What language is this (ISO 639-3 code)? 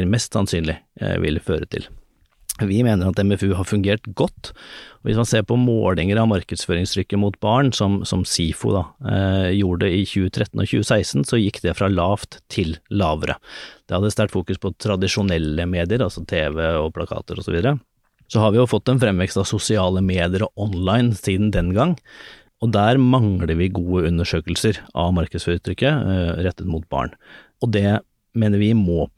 nor